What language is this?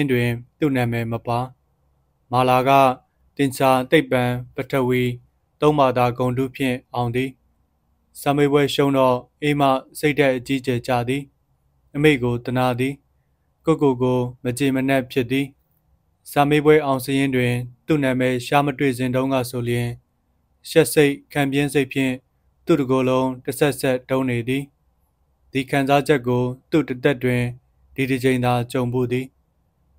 Burmese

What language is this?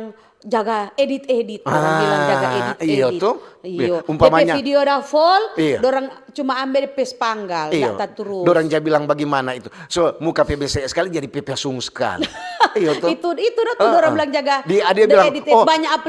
Manado Malay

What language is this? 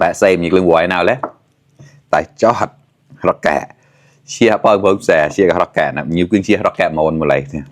Mon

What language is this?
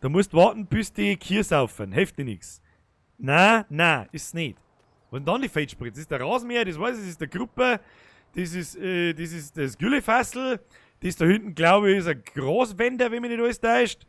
Bavarian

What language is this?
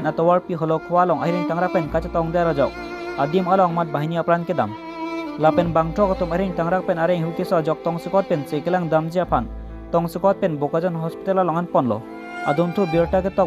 Karbi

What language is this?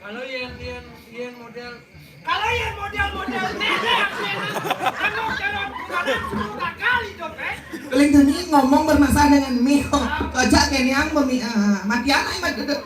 Balinese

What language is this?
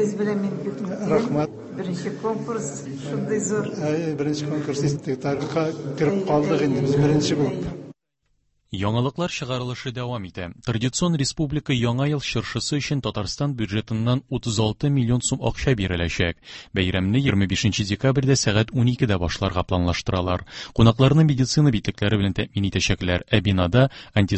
Tatar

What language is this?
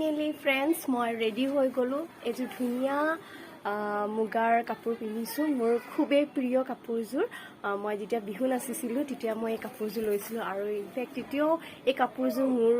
Assamese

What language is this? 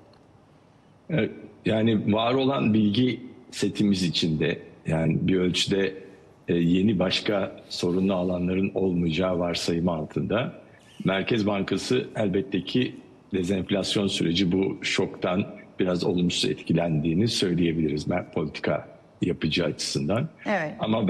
Turkish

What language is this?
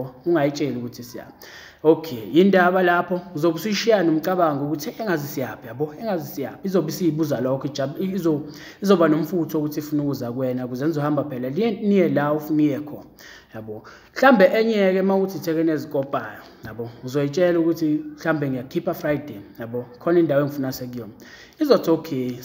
Zulu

